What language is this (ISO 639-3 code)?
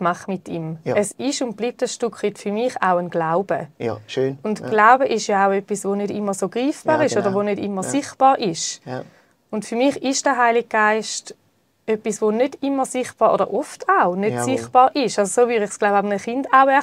gsw